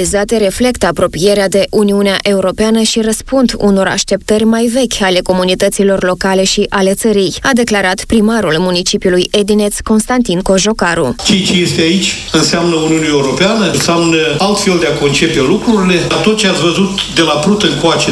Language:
Romanian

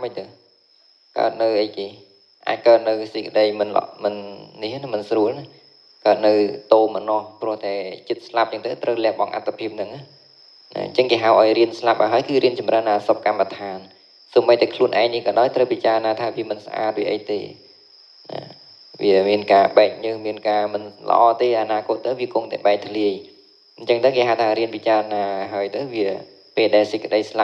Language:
Khmer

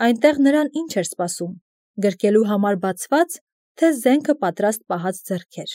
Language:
Armenian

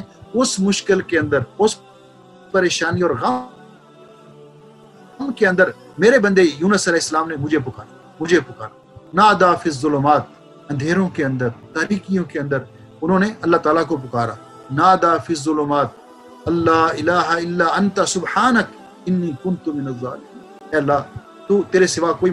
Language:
Urdu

